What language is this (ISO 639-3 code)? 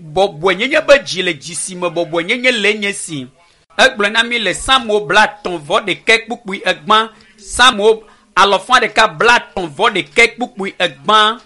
ewe